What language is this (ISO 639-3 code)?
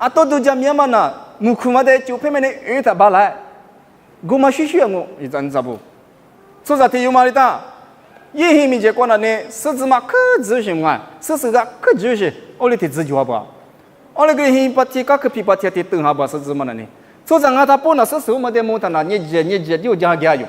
lis